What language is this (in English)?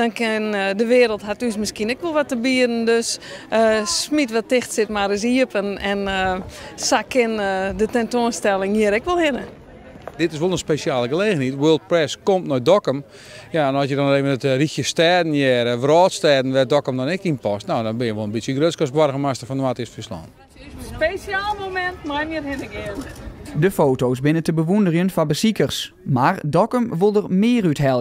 Western Frisian